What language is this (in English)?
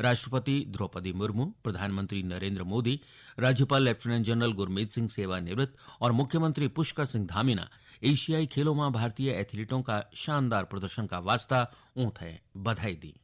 Garhwali